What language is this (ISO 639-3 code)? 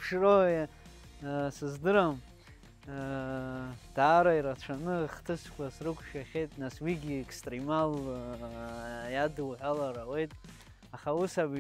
abk